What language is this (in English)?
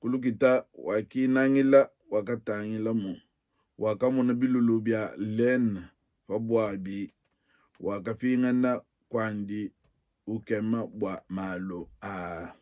Luba-Lulua